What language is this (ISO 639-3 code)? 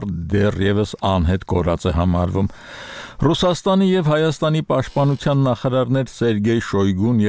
hye